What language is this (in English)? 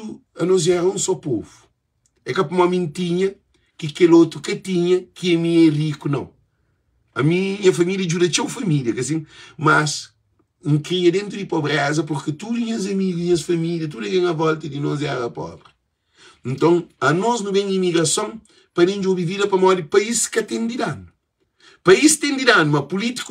Kabuverdianu